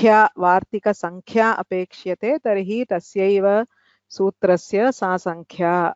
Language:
Sanskrit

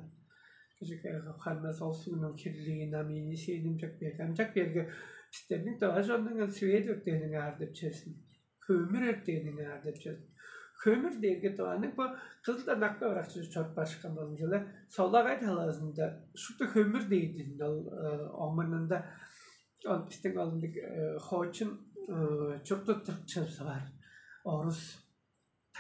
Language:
Tuvinian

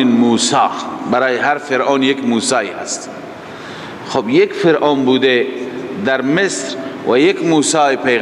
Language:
Persian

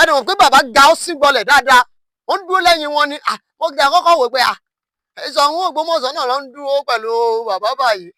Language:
Yoruba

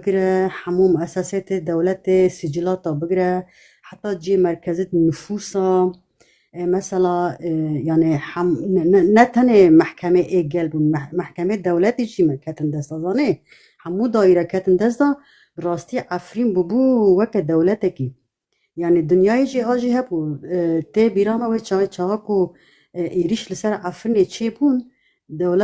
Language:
Kurdish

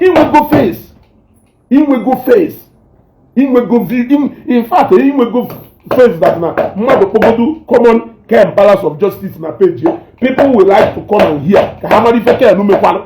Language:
Igbo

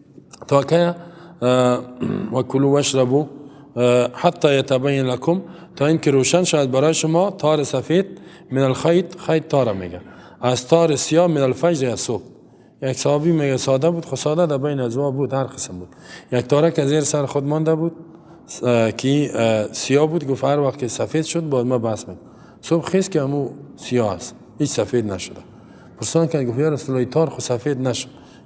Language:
Persian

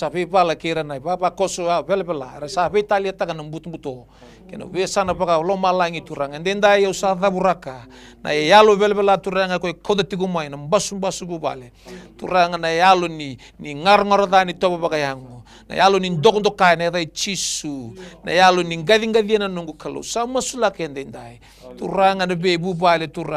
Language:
Fijian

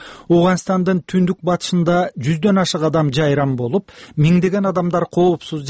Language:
Kyrgyz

